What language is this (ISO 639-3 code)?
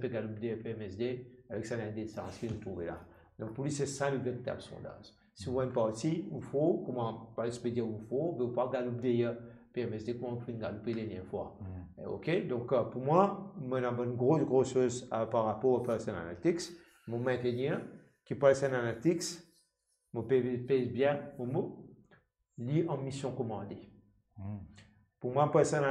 mfe